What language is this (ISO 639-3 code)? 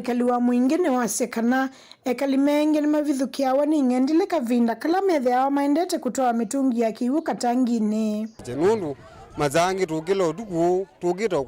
kam